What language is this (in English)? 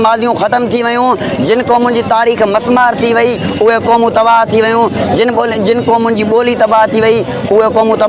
Sindhi